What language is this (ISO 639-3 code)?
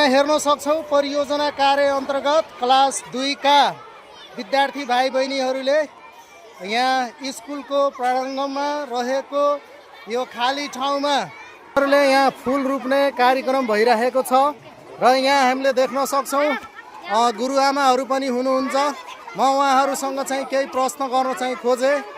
nep